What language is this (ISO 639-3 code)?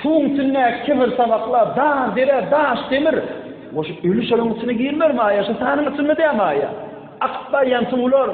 tuk